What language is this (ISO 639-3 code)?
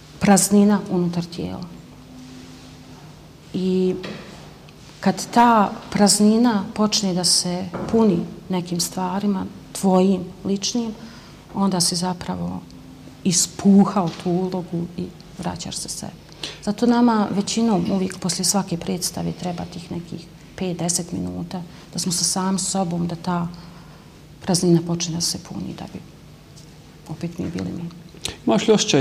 bos